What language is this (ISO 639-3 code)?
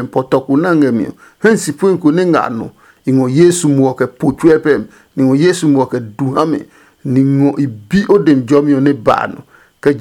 ada